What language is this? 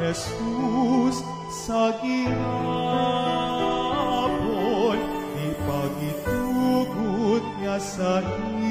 Hiligaynon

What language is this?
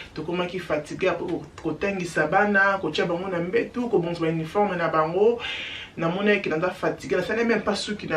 Lingala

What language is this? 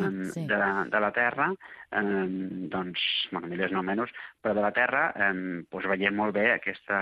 Catalan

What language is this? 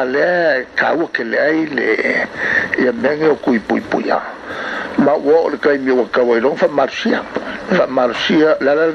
Samoan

